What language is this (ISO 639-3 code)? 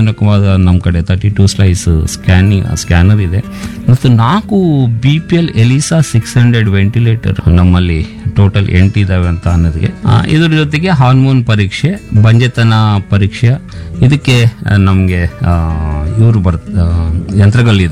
kan